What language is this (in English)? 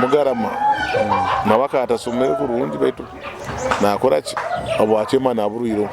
Nyoro